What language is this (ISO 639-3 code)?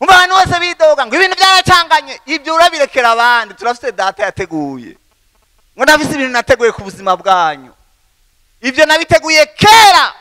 run